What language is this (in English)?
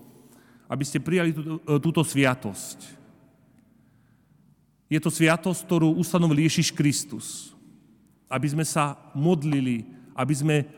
Slovak